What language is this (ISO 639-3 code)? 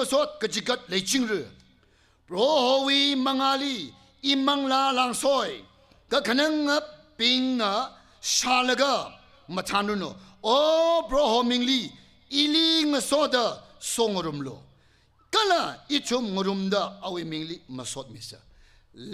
nmf